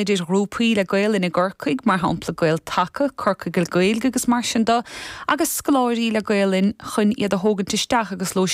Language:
Irish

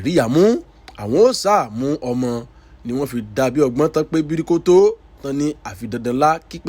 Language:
Yoruba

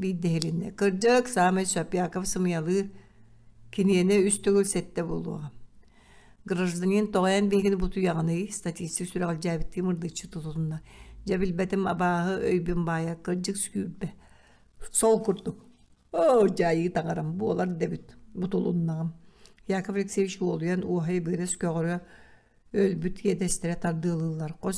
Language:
Yakut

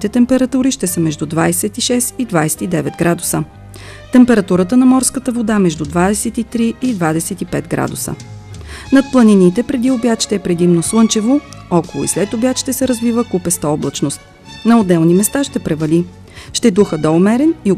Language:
Bulgarian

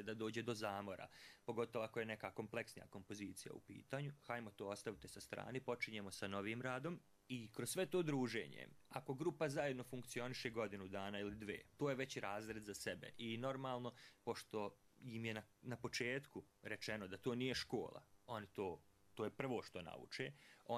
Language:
Croatian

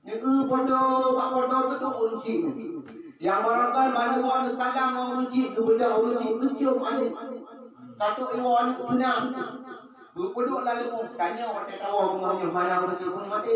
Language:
Achinese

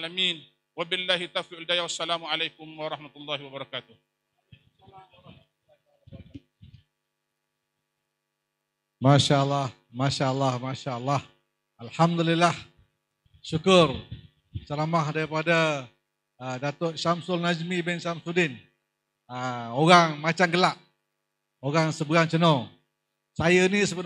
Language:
Malay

